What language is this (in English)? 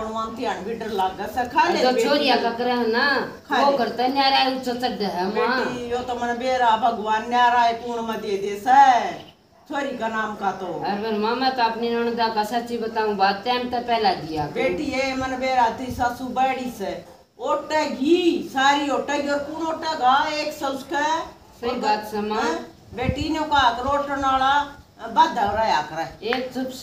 Haryanvi